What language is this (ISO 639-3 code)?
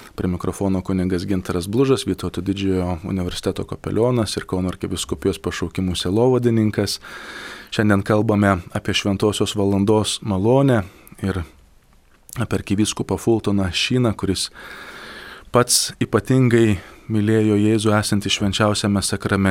lit